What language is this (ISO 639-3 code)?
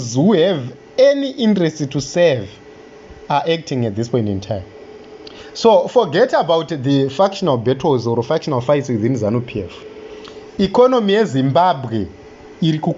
sna